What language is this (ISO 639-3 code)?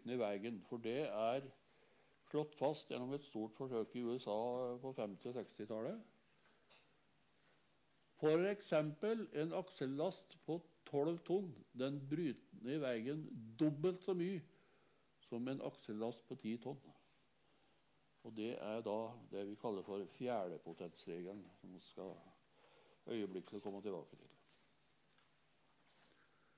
nor